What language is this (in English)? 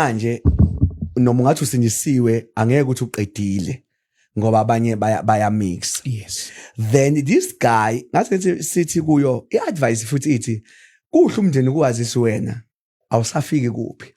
Zulu